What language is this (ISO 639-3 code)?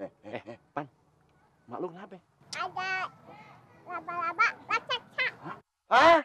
bew